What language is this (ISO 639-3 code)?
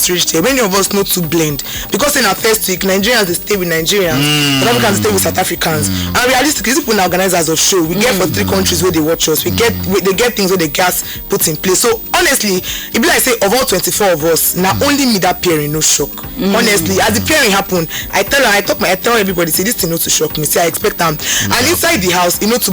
pcm